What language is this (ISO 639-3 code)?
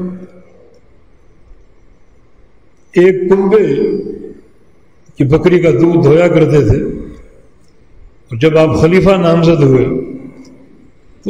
urd